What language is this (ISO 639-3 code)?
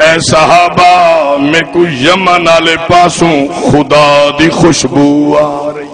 skr